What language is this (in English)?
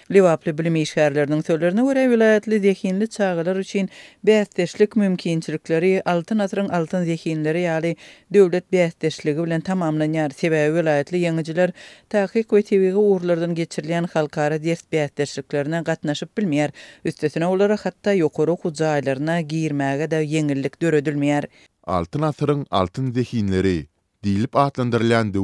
Turkmen